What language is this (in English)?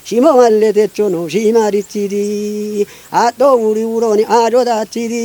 Kafa